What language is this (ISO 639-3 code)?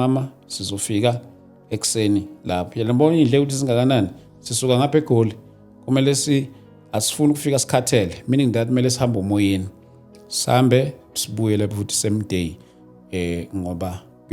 zul